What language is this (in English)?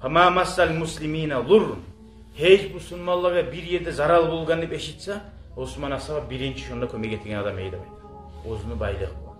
Kumyk